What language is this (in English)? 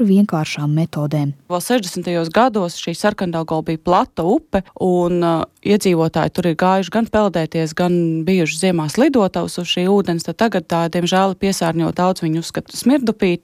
Latvian